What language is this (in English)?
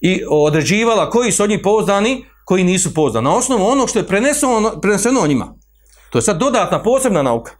Bosnian